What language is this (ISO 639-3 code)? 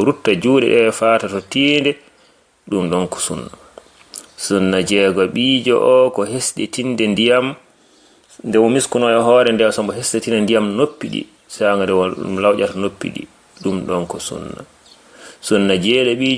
ful